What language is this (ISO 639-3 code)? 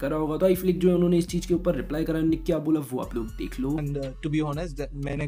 hin